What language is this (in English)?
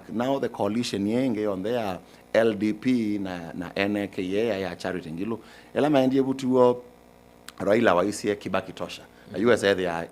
Kamba